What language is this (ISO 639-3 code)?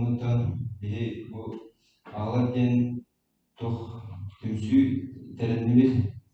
sah